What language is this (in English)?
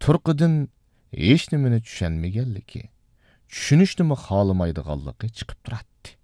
Uyghur